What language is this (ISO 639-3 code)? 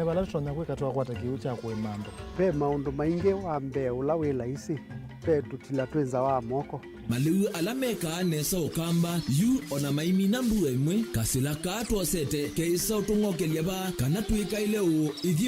kam